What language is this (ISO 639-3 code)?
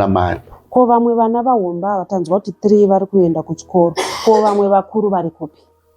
sna